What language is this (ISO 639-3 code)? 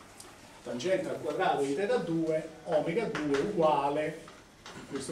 ita